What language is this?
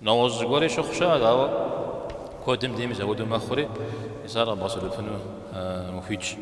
Kabardian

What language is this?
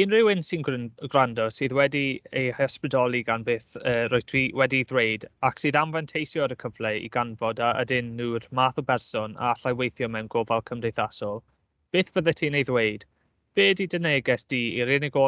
Welsh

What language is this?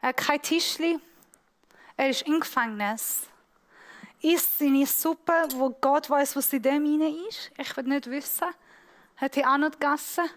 Swiss German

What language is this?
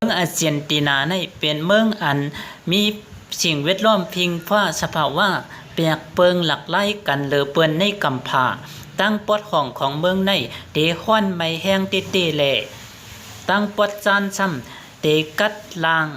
Shan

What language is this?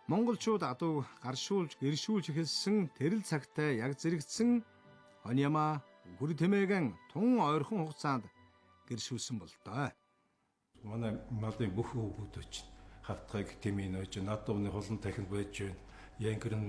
Mongolian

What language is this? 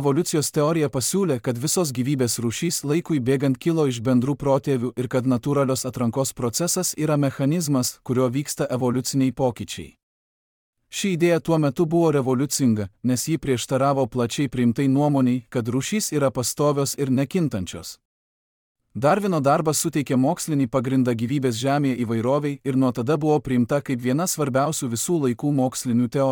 Lithuanian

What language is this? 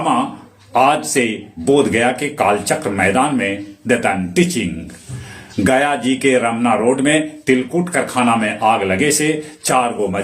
Magahi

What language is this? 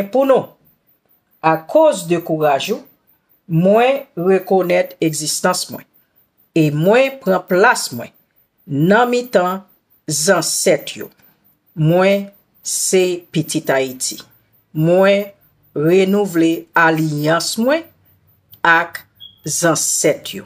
Haitian Creole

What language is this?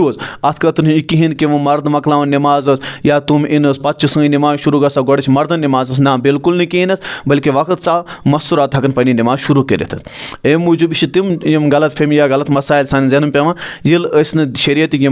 Kashmiri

